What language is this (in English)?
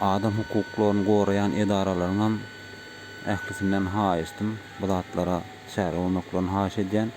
Turkmen